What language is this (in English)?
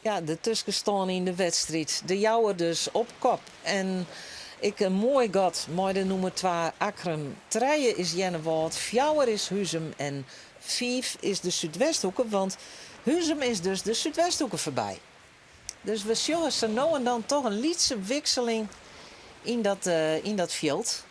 Western Frisian